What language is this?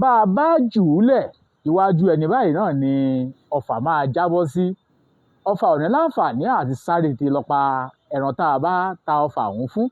Yoruba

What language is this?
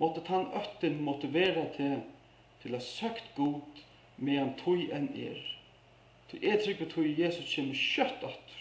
Faroese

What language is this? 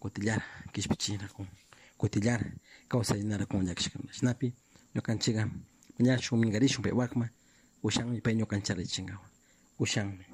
Chimborazo Highland Quichua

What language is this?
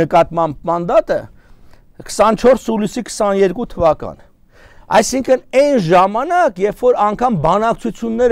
Armenian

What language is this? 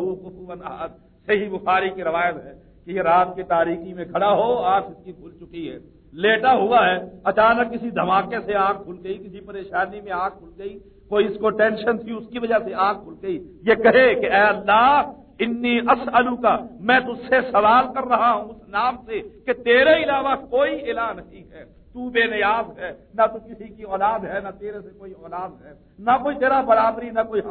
Urdu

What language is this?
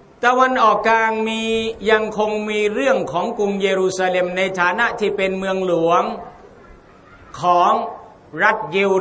Thai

